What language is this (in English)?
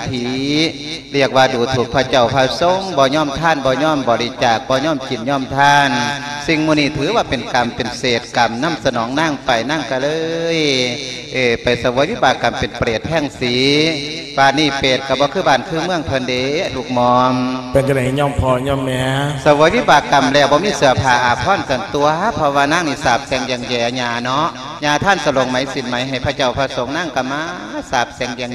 Lao